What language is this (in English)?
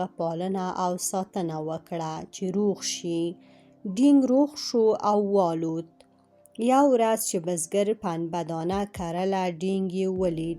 Pashto